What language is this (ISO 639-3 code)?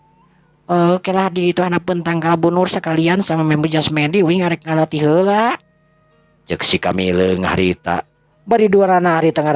sun